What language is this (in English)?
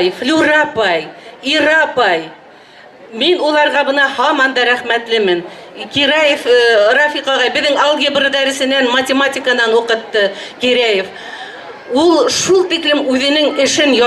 Bashkir